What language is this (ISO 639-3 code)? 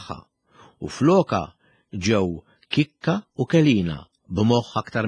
mlt